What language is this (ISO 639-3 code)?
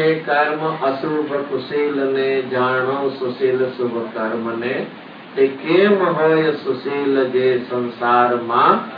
guj